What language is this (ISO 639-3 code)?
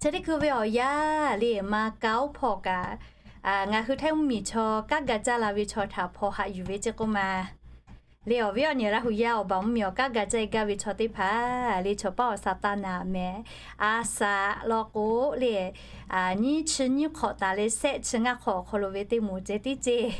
lhu